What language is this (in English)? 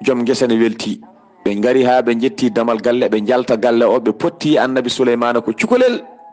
Fula